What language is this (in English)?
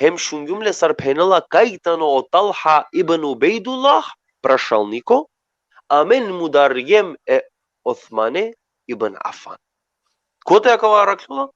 Balkan Romani